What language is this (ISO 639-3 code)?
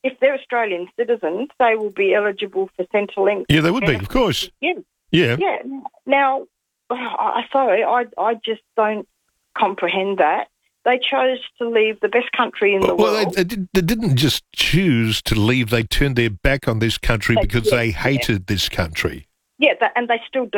eng